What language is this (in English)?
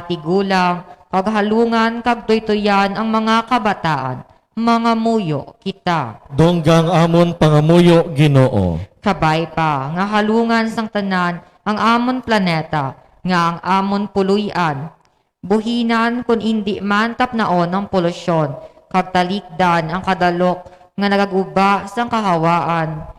Hiligaynon